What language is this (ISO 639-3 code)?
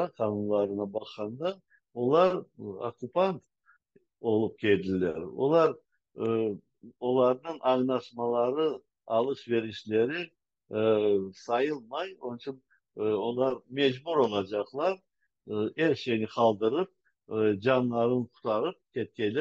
crh